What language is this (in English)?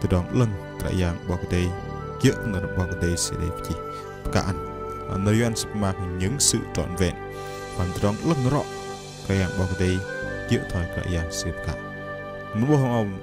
Bahnar